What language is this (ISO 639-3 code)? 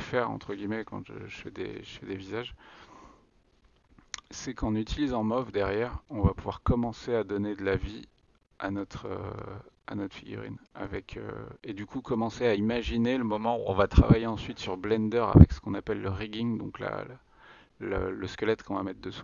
fra